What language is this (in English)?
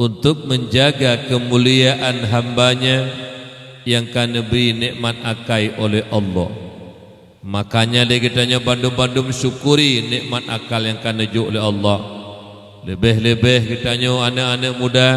Achinese